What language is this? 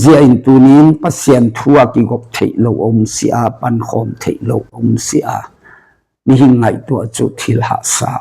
Tedim Chin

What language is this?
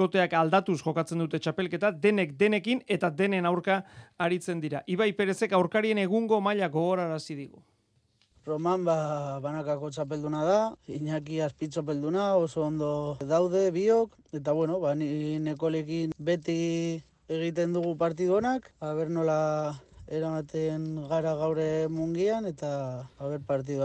Basque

